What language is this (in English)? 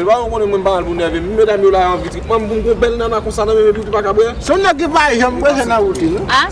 Haitian Creole